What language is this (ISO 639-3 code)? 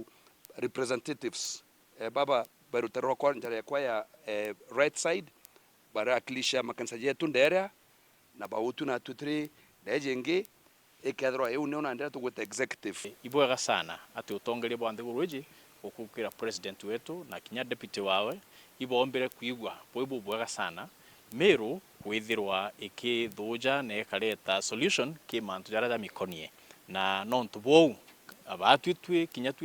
mer